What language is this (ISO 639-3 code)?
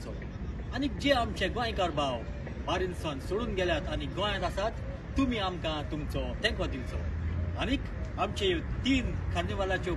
kok